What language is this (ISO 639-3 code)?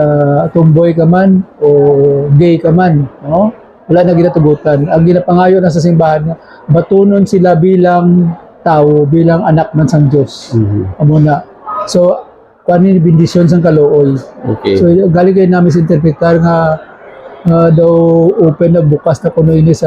hil